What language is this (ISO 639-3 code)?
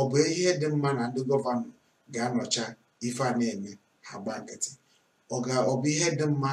ibo